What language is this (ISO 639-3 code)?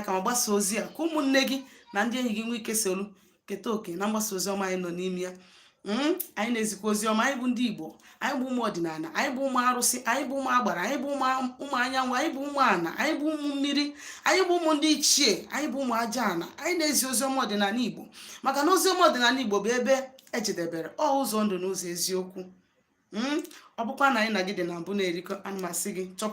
ibo